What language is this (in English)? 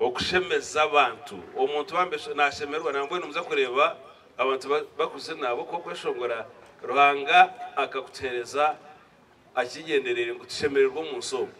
Nyankole